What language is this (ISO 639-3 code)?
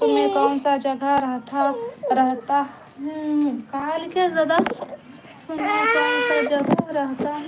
hne